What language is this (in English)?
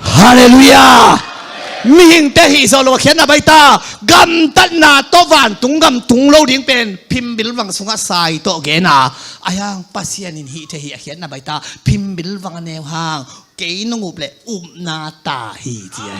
Tedim Chin